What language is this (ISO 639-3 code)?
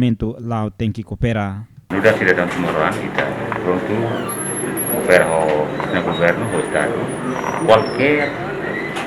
tet